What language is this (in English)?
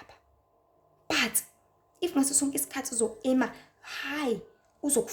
Zulu